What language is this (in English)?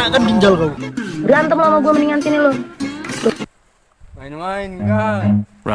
Manado Malay